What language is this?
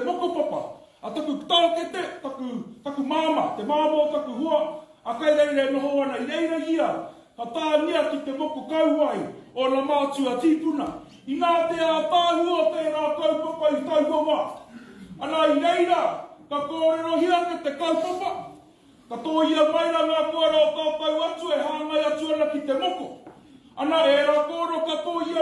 Māori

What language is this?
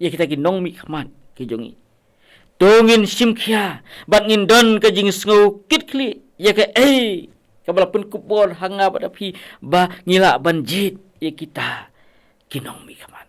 Khasi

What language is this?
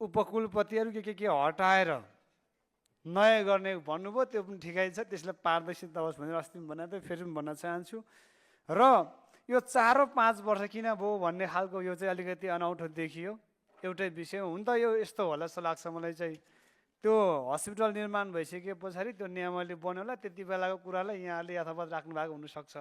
Nepali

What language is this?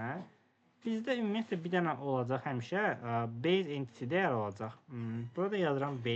Azerbaijani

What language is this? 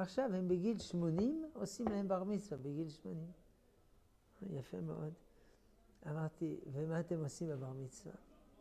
Hebrew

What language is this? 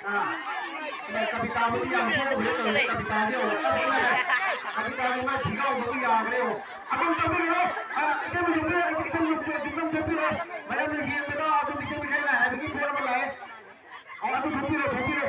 Manipuri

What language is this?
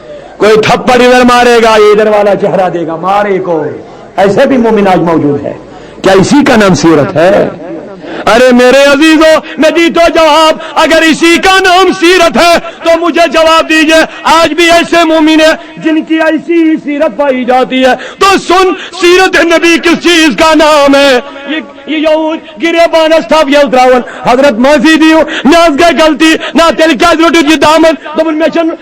Kashmiri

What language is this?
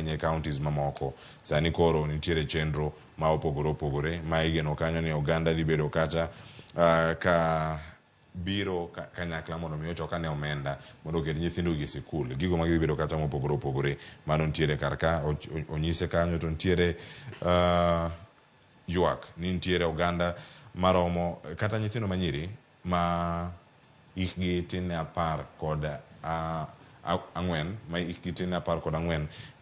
Luo (Kenya and Tanzania)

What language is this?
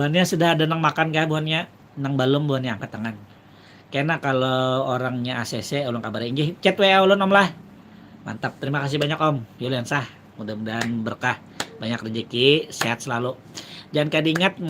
Banjar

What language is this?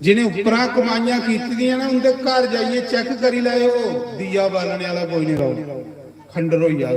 Dogri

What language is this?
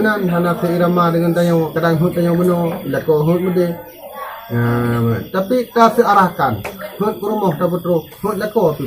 Achinese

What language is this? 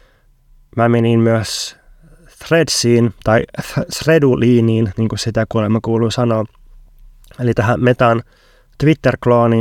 Finnish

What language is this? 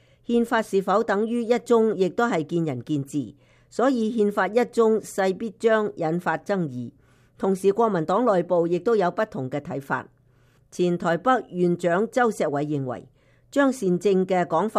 Cantonese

